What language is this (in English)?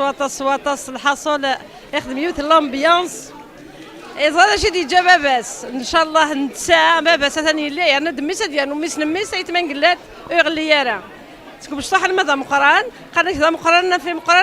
Kabyle